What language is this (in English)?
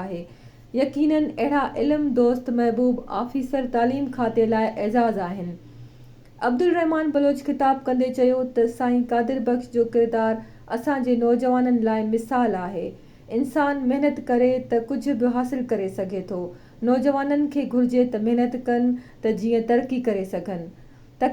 Sindhi